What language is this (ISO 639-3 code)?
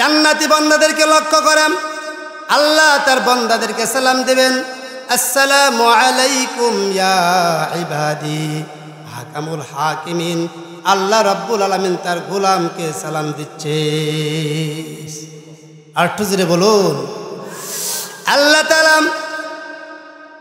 ben